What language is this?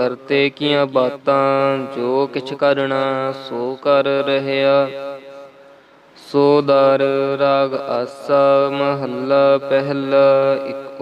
Punjabi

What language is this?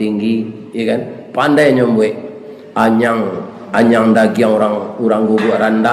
Minangkabau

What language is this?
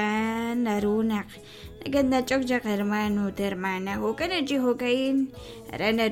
Kekchí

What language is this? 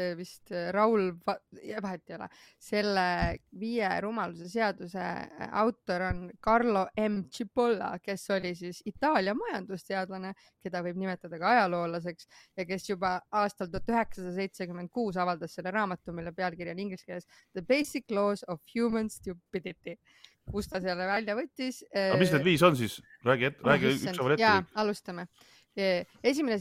Estonian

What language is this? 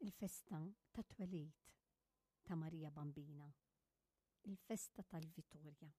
Maltese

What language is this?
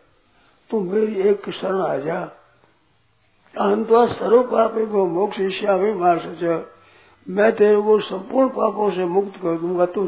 Hindi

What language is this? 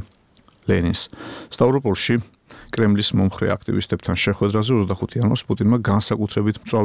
Georgian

